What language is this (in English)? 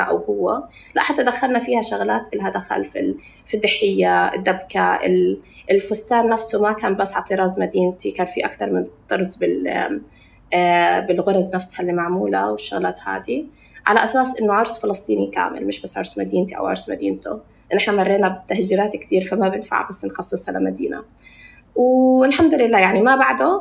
North Levantine Arabic